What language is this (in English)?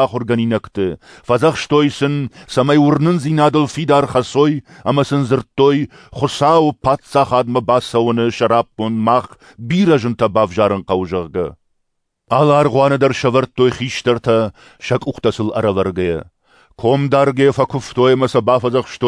Ossetic